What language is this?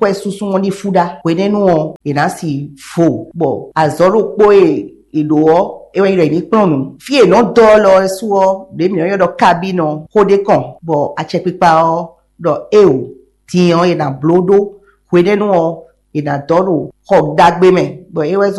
Fon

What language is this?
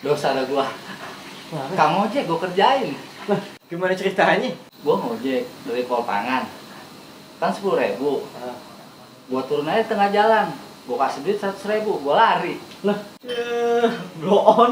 Betawi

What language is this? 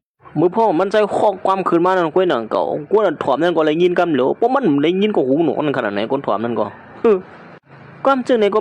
Shan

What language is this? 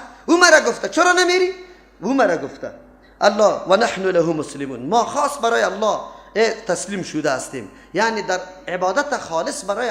Persian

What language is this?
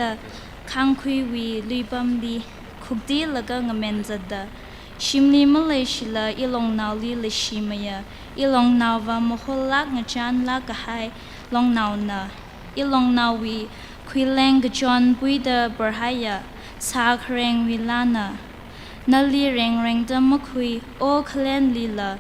Tangkhul Naga (India)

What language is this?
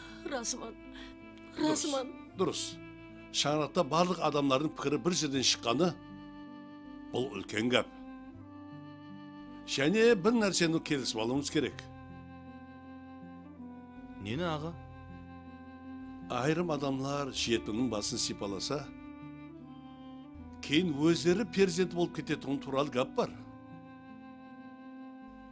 Kara-Kalpak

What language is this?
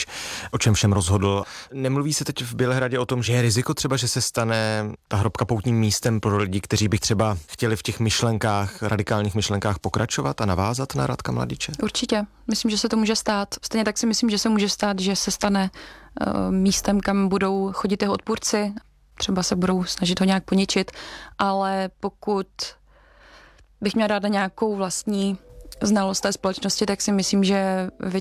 Czech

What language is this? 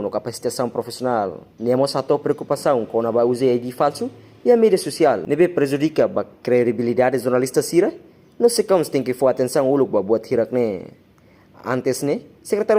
Tetum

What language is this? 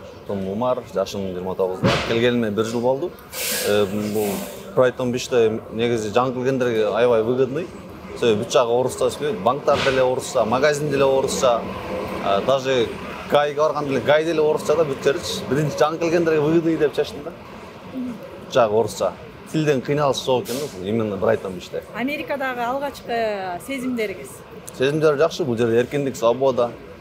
Kyrgyz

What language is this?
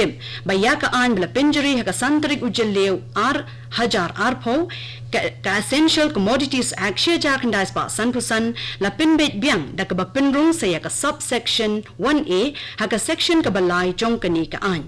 Khasi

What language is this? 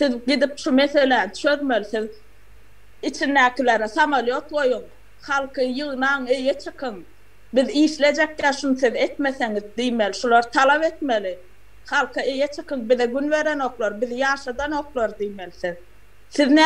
Turkmen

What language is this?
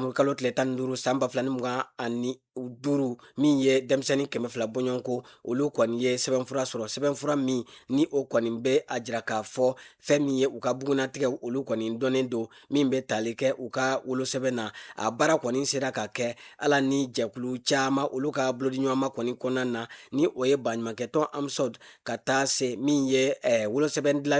Bambara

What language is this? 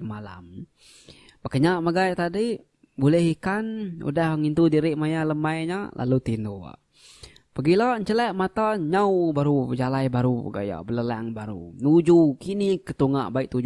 Iban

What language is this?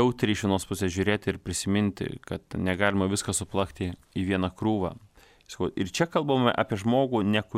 Lithuanian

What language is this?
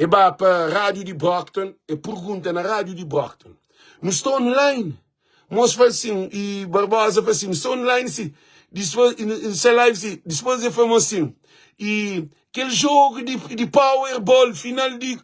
Kabuverdianu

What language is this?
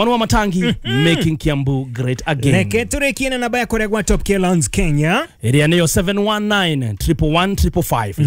Kikuyu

